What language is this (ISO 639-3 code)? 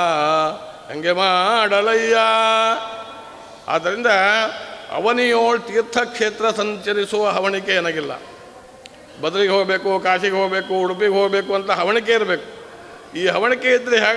kan